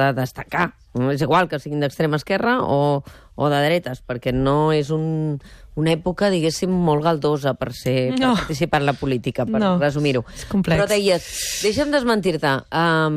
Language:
Catalan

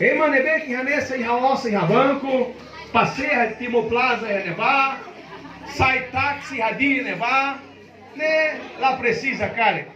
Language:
Tetum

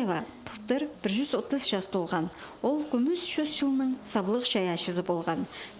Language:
Khakas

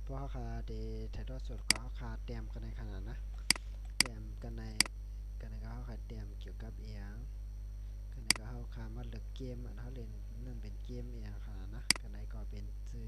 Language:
Shan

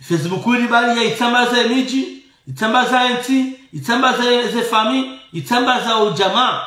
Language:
Ngazidja Comorian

